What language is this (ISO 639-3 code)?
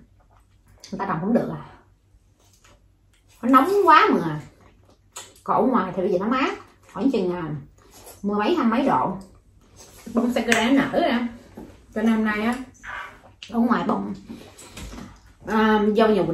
vie